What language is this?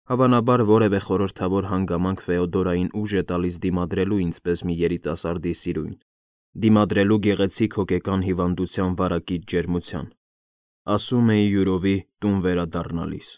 Armenian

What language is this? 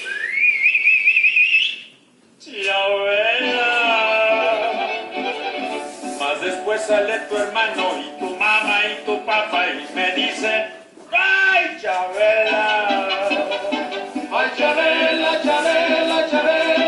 Spanish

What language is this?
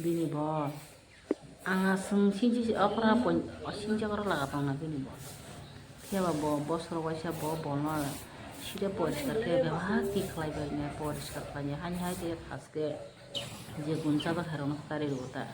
Kok Borok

